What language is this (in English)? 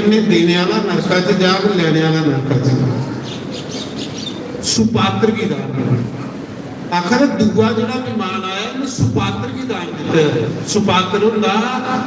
Dogri